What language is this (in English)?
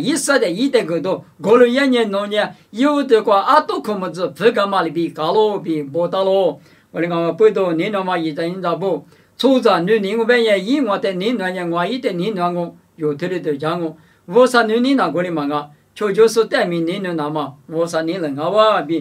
Lisu